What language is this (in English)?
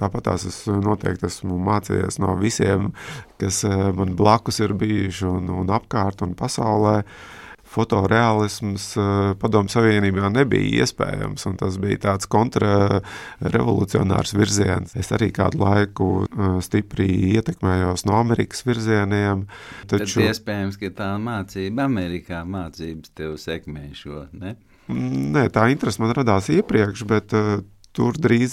Latvian